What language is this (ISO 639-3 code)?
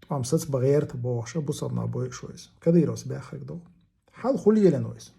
che